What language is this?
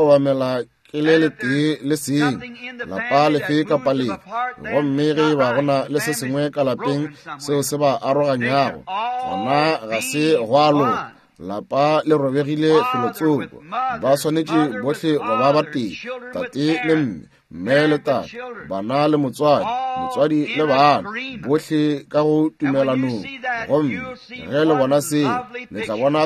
Northern Sotho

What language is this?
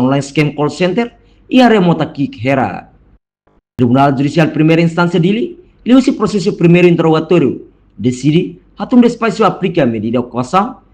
Tetum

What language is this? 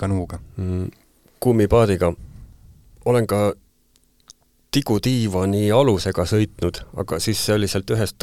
Estonian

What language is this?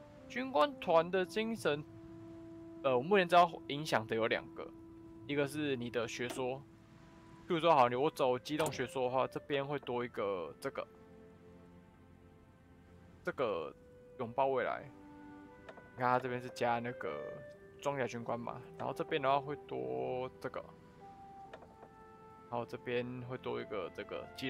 Chinese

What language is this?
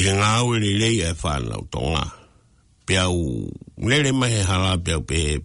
Tongan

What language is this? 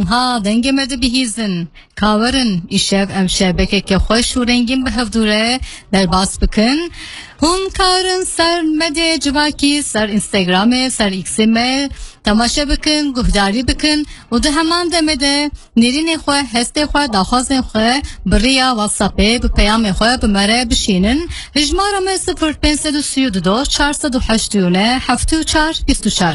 Kurdish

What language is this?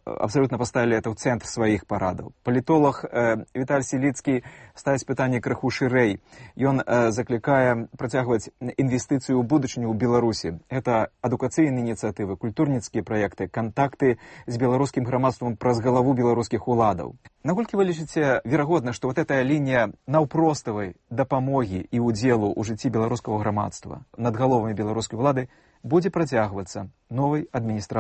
Belarusian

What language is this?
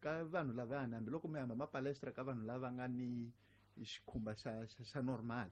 Tsonga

